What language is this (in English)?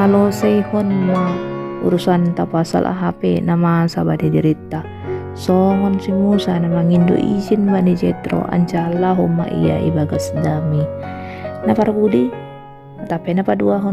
Batak Simalungun